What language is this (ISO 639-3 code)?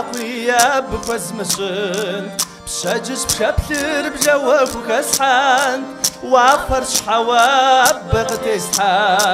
kbd